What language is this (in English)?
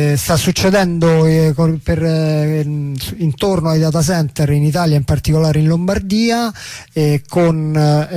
Italian